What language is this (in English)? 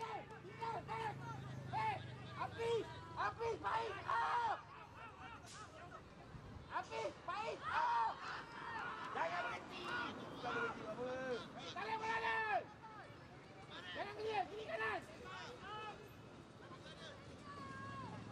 Malay